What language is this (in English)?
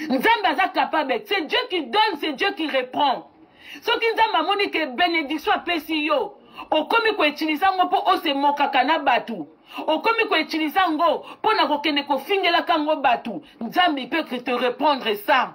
Lingala